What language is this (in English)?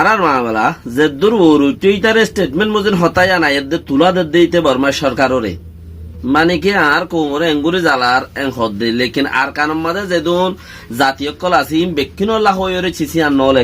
Rohingya